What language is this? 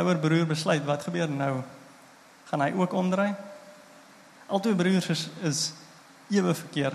Afrikaans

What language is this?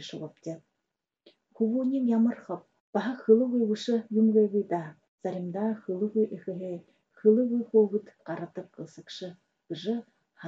Buriat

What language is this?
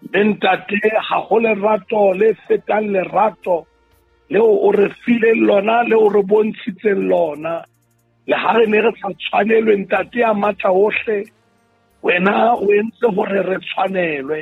Southern Sotho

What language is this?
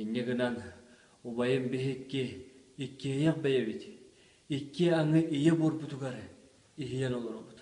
Yakut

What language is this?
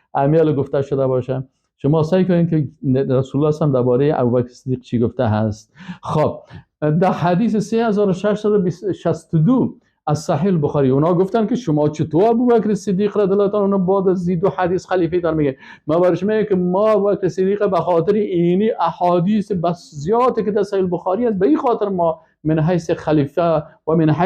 Persian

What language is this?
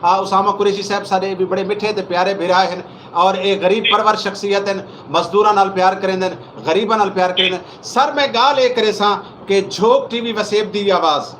Saraiki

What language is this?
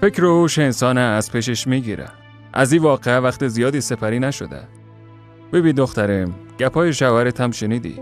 Persian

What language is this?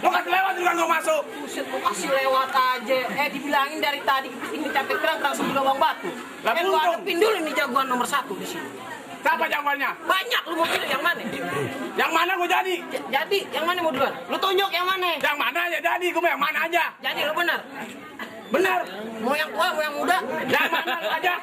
Betawi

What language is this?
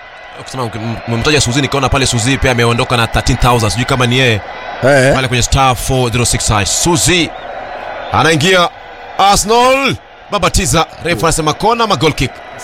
Swahili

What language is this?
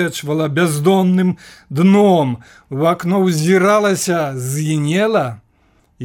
Belarusian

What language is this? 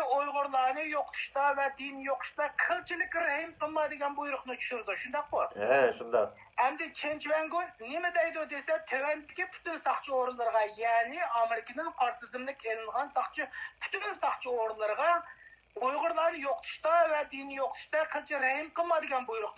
Uyghur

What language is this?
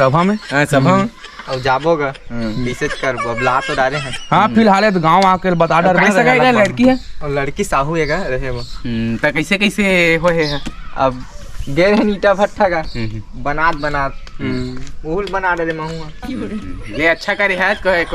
Chhattisgarhi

